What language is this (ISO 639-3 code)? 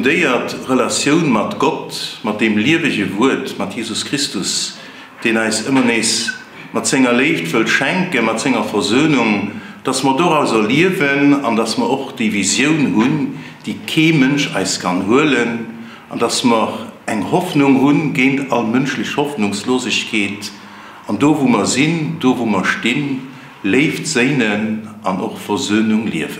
ltz